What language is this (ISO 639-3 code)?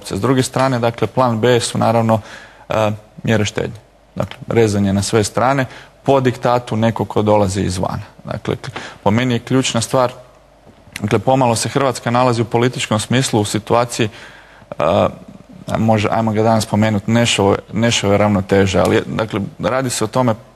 hrv